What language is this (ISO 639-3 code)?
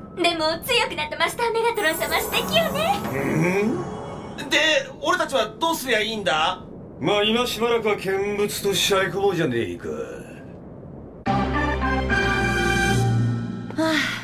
jpn